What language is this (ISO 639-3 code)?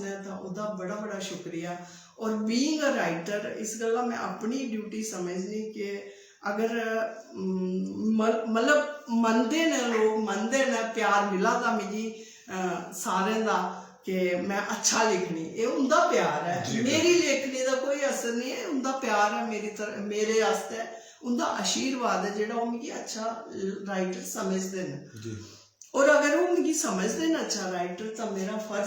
doi